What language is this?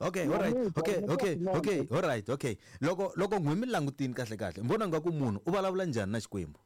Tsonga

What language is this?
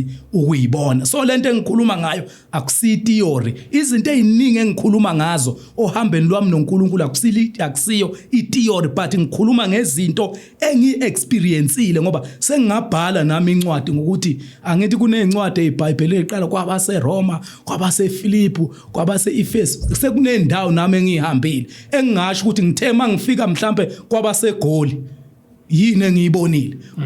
Zulu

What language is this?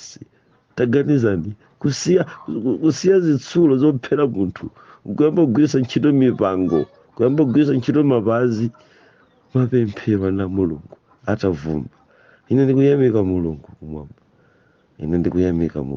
Nyanja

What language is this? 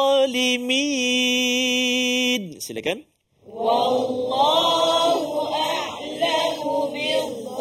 Malay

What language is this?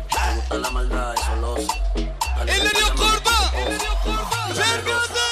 Turkmen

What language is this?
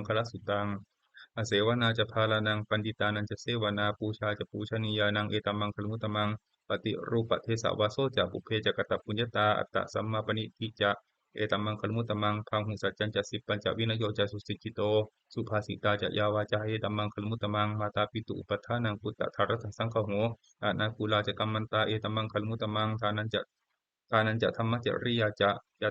Pali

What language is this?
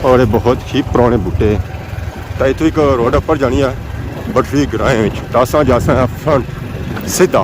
Pahari-Potwari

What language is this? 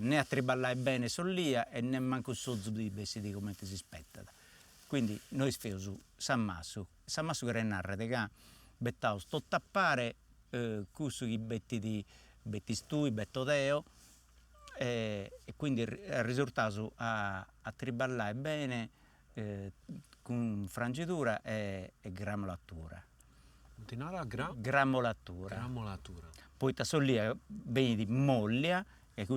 Sardinian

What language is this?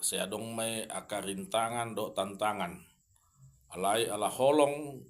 Batak Toba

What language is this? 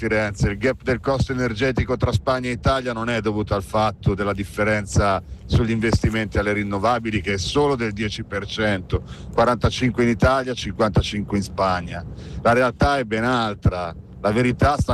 Italian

